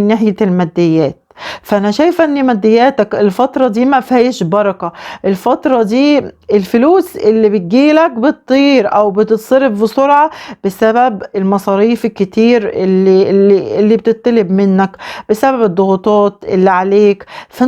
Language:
Egyptian Arabic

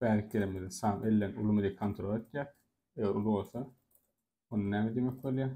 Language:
Turkmen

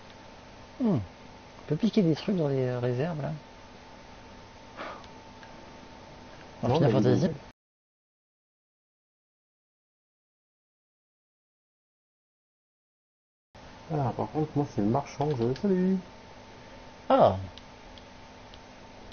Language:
French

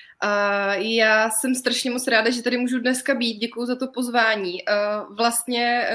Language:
Czech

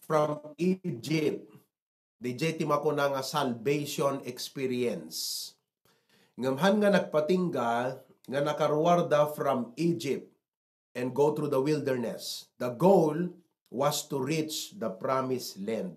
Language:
Iloko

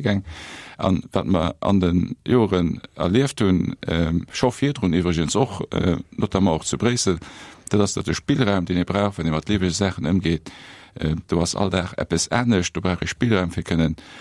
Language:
Luxembourgish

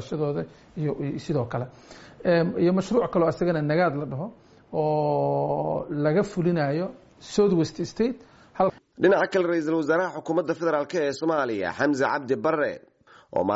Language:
Somali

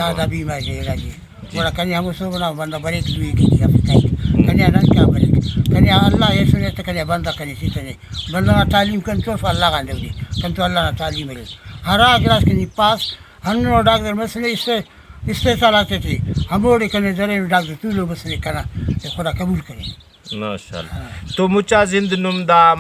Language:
Brahui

